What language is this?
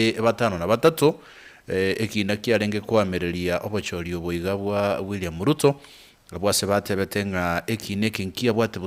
Gusii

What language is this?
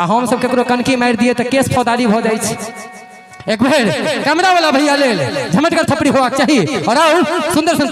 Maithili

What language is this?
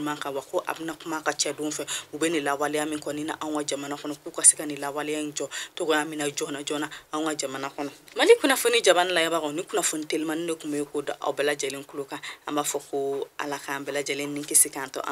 Bambara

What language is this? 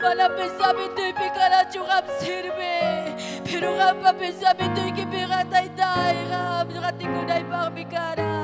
Ayacucho Quechua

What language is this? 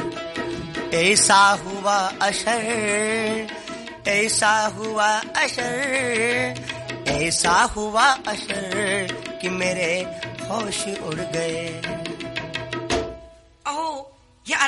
Marathi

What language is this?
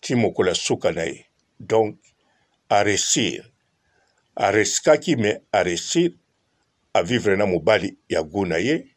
Lingala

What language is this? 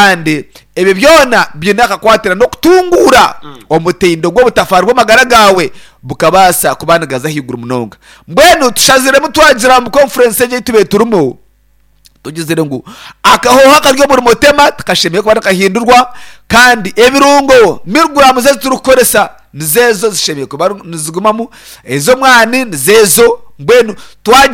Nyankole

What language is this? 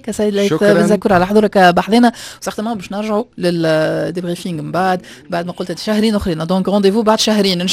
Tunisian Arabic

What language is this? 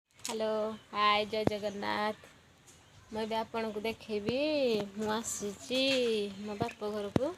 Odia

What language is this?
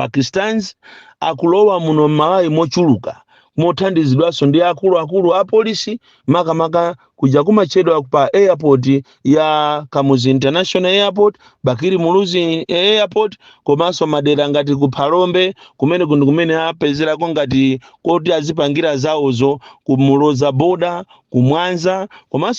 Nyanja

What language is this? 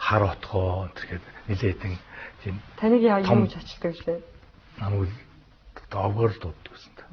Mongolian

